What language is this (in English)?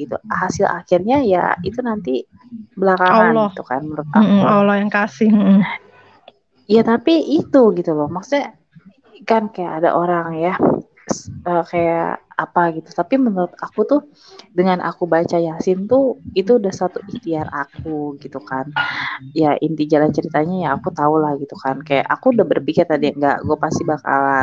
Indonesian